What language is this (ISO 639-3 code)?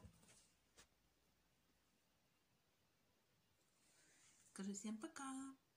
rus